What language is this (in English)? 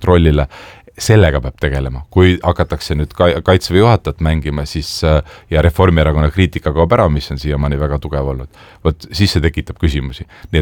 Estonian